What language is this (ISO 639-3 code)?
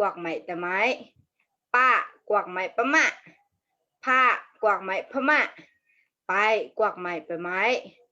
mnw